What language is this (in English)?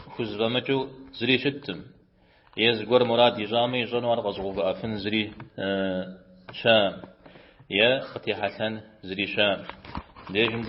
Kabardian